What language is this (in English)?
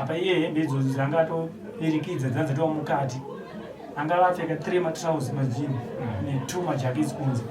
Shona